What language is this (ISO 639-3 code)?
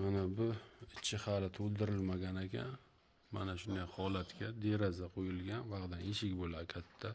uzb